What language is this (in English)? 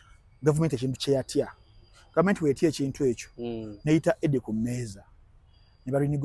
Ganda